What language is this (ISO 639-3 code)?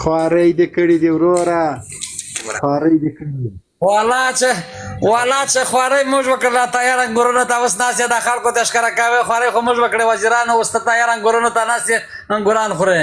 pus